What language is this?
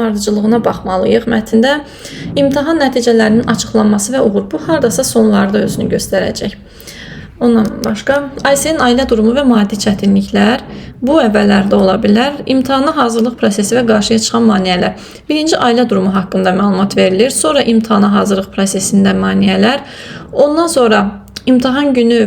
Azerbaijani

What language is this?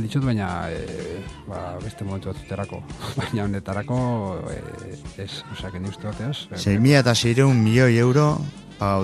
Basque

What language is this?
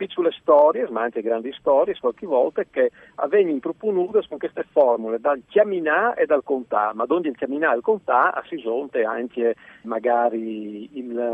Friulian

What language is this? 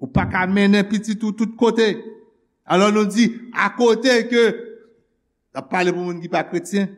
Haitian Creole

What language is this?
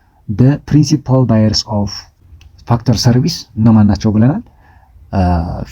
Amharic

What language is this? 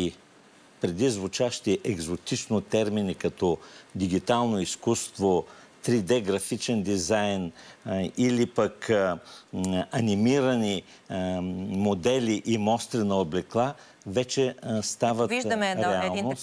Bulgarian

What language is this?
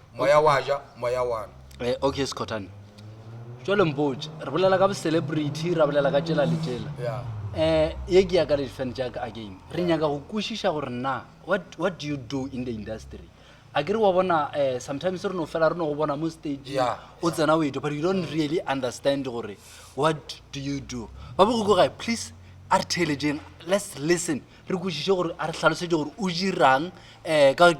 Northern Sotho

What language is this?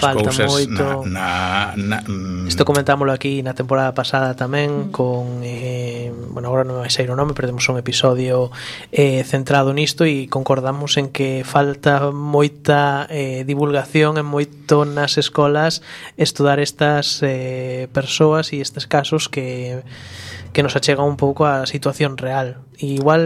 Galician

